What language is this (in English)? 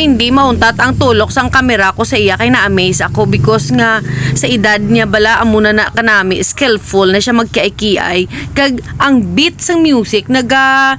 Hiligaynon